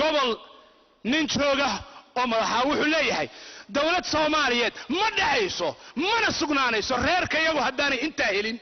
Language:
Somali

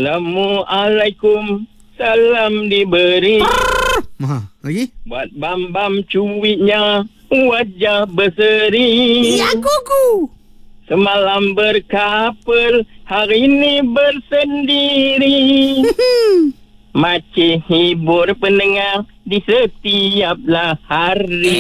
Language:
Malay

